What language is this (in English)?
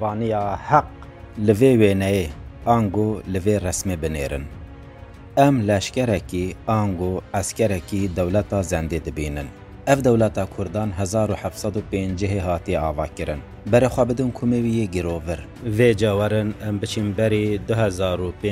Kurdish